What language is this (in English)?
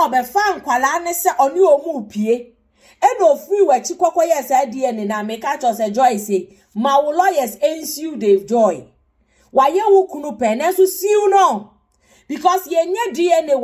Akan